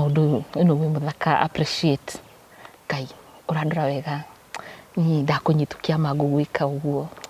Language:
Kikuyu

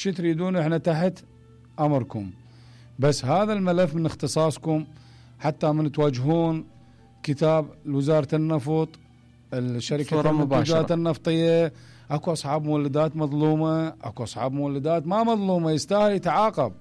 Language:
Mesopotamian Arabic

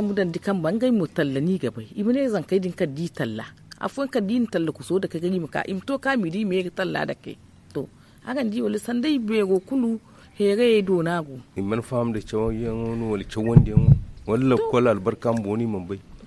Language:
Zarma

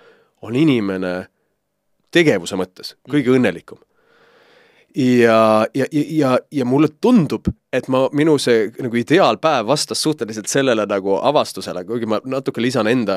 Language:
Estonian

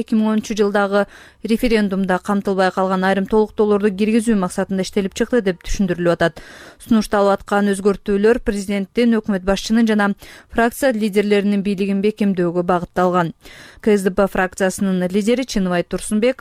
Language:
Kyrgyz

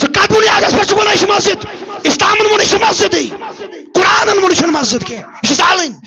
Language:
Kashmiri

